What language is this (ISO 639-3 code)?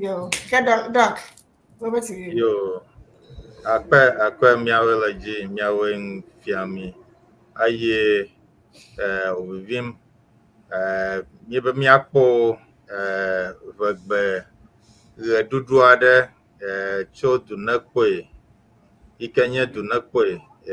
ewe